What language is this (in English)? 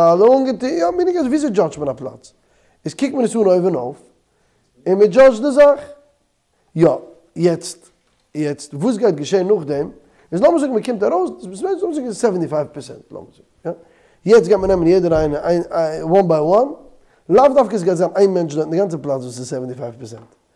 Yiddish